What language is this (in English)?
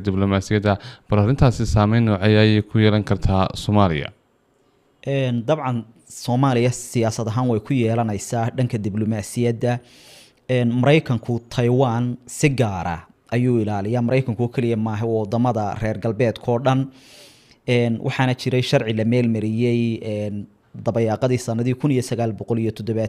Somali